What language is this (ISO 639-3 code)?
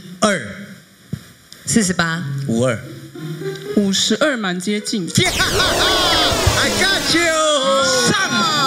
zho